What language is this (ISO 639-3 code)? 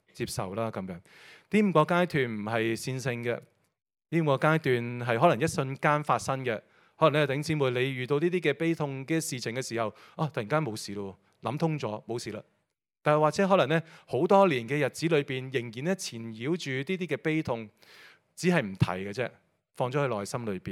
yue